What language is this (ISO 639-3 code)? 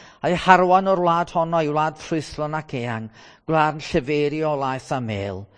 cym